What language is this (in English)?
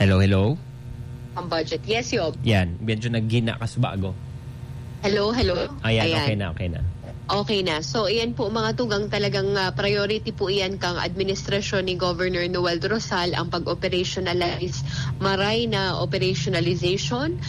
Bikol